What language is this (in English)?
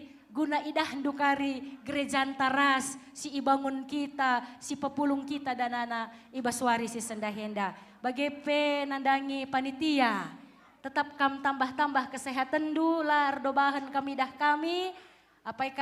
Batak Karo